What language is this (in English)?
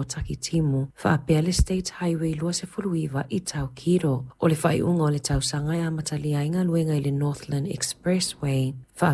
Samoan